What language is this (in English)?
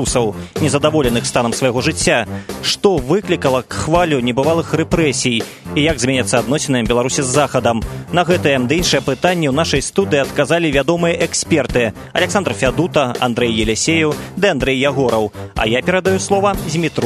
Belarusian